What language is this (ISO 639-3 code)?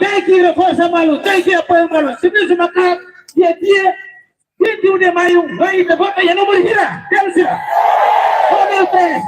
tet